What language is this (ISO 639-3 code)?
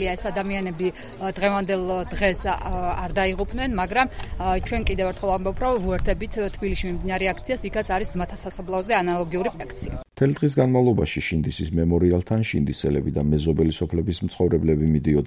kat